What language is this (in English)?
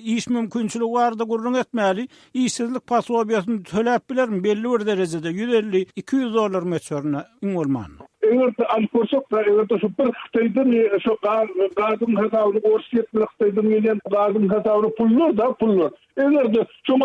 Turkmen